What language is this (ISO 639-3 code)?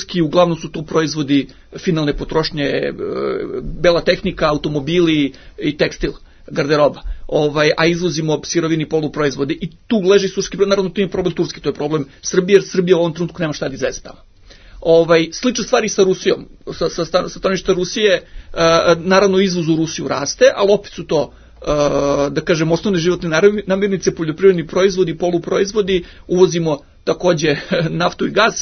srp